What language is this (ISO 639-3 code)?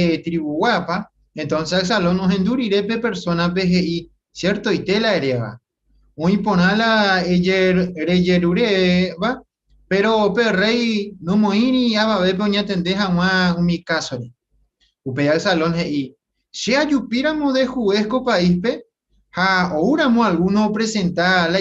grn